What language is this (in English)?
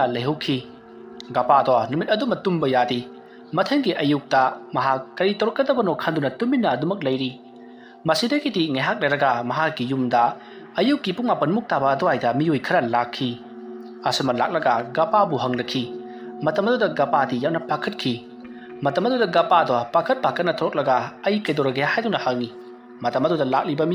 Manipuri